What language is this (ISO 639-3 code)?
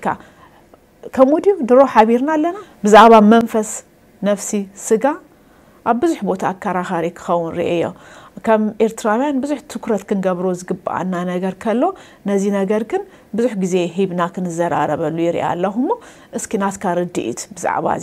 tir